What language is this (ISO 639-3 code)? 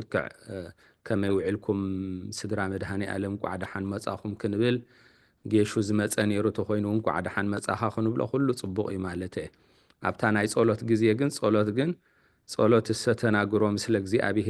tir